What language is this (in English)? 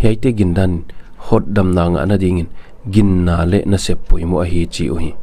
Paite Chin